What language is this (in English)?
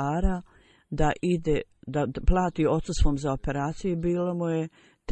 Bosnian